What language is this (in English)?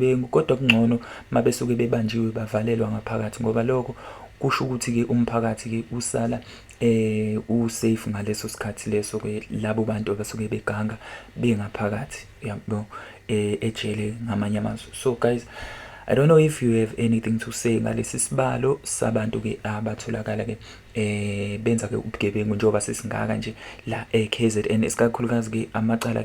Zulu